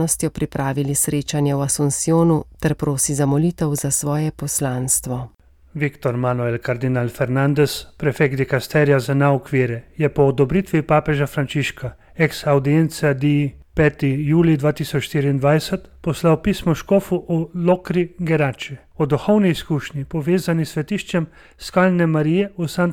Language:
Slovenian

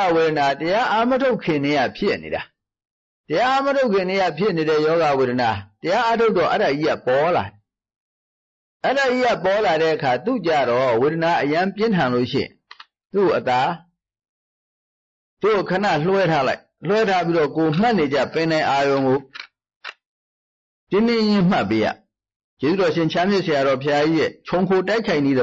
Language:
Burmese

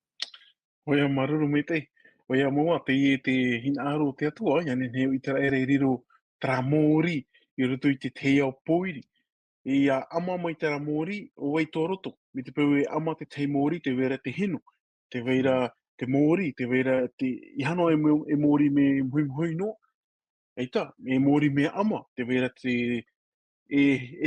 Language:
Tahitian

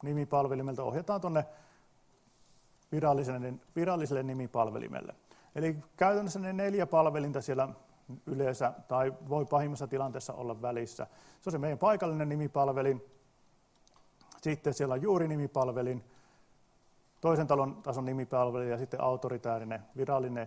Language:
Finnish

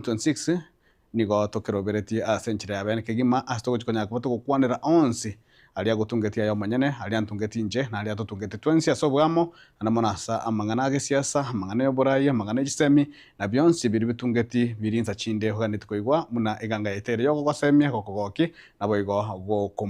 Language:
Gusii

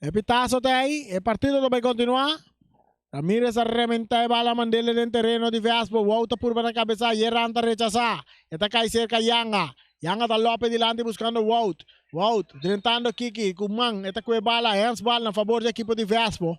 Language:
Papiamento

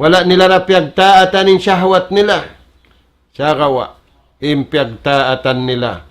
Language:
Tausug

